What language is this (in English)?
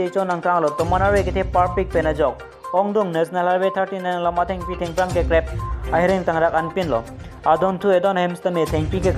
Karbi